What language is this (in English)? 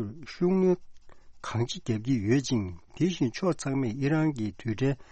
Tibetan